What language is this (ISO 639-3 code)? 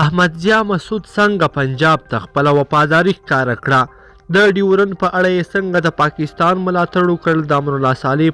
pus